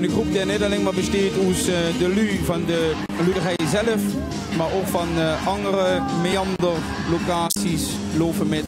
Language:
Limburgish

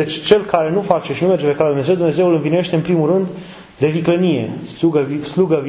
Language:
Romanian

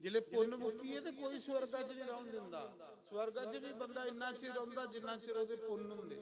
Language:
Dogri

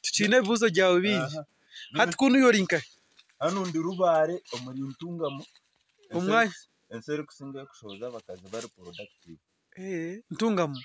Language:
Nyankole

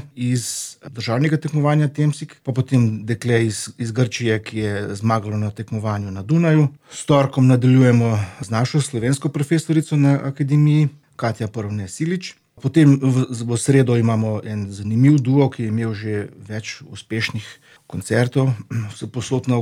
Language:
Slovenian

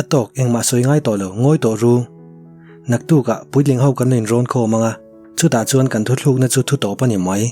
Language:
Mizo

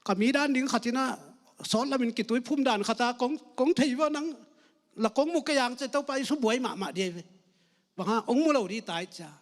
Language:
Tedim Chin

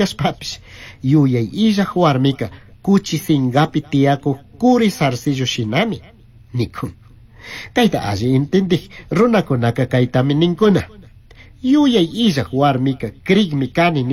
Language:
Chimborazo Highland Quichua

